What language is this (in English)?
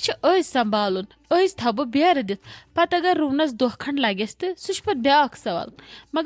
Kashmiri